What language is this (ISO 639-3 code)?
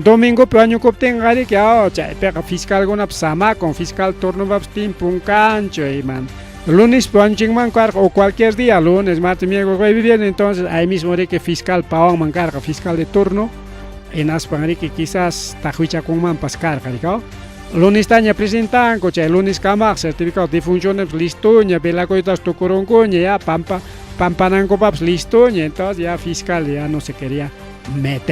quy